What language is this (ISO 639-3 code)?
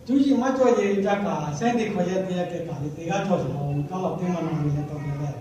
lhu